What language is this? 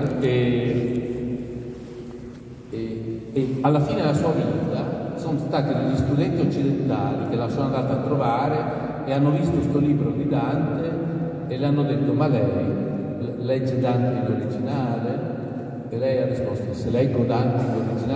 Italian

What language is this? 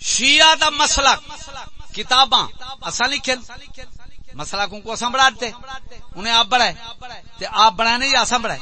Saraiki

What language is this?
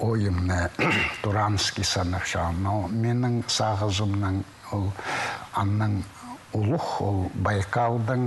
Khakas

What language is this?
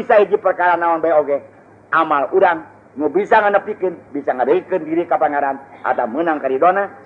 Sundanese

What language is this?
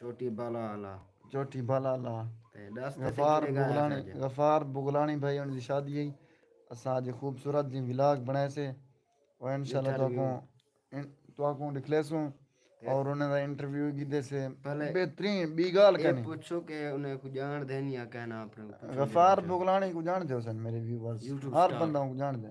Saraiki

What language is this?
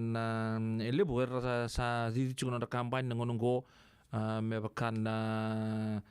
Fijian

